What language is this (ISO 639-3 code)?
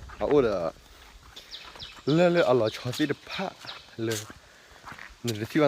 ksw